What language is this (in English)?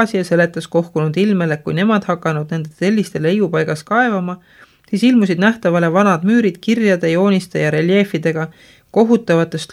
Estonian